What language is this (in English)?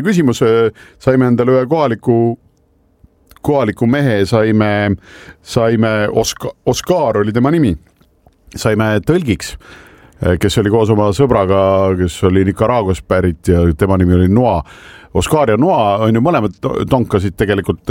Estonian